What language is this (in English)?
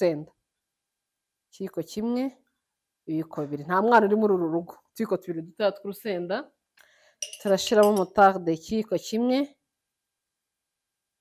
Kinyarwanda